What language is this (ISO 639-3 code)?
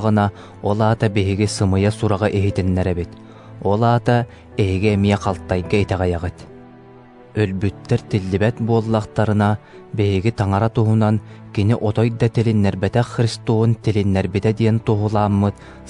sah